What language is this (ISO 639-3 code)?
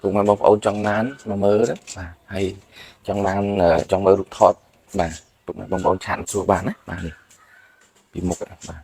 khm